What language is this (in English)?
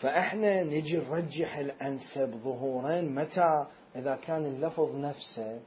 Mesopotamian Arabic